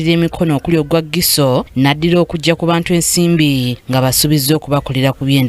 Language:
Ganda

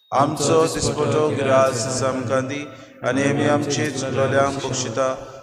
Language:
Konkani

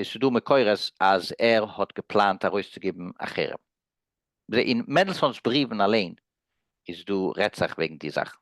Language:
Yiddish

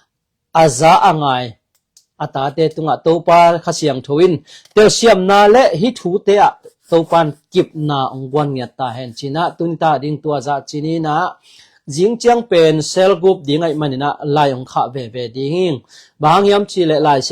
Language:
Tedim Chin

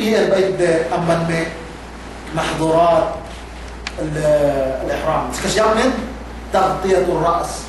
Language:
Yakan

